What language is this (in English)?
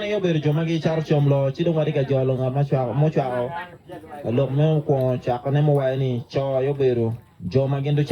Acoli